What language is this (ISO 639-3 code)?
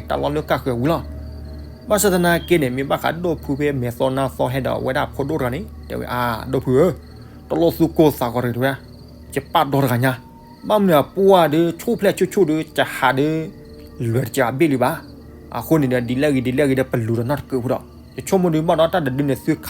ksw